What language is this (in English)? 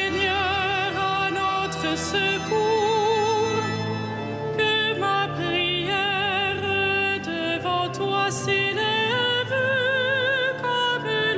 French